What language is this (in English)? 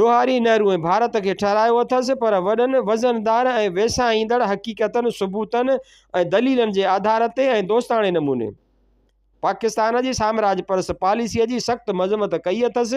Sindhi